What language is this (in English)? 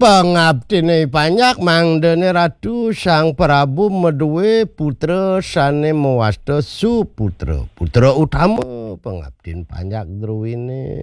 Balinese